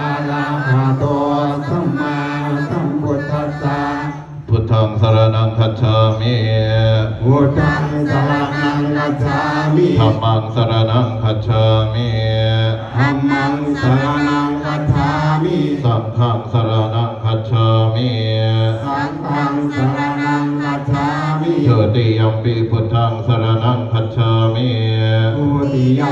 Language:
Pali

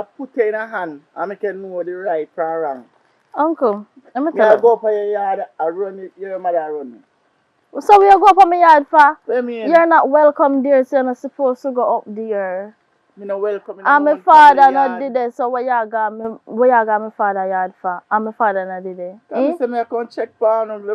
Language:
Jamaican Creole English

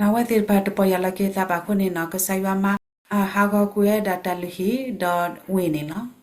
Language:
S'gaw Karen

